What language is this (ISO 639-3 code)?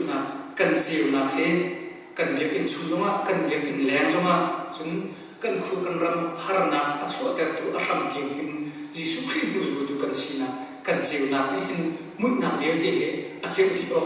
cnh